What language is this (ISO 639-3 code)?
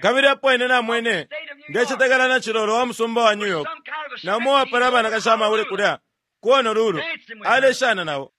bem